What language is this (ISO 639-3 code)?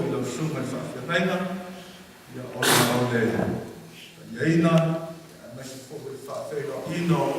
smo